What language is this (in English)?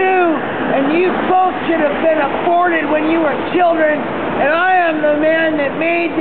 English